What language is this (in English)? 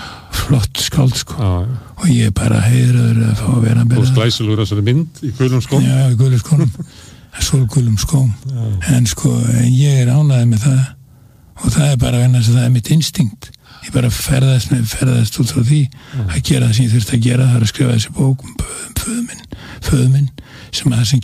Icelandic